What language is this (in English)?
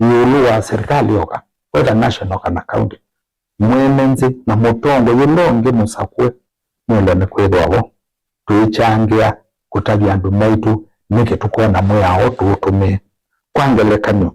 Kamba